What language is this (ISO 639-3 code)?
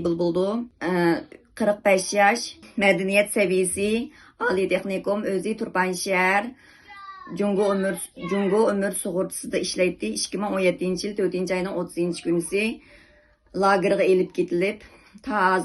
uig